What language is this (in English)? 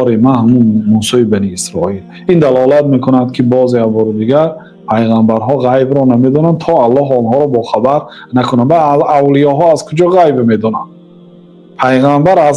Tajik